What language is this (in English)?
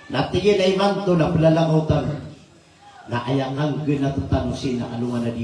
Maranao